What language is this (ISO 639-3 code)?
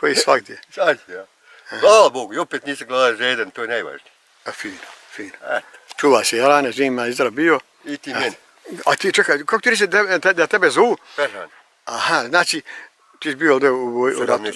bos